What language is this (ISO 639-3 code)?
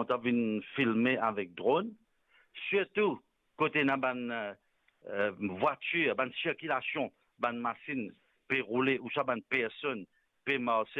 mfe